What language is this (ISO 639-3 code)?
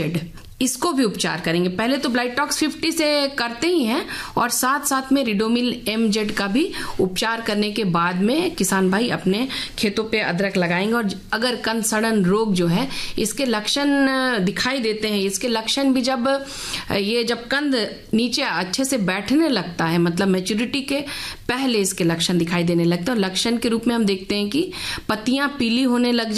hin